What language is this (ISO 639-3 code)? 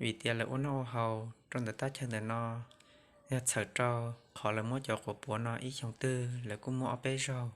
hmn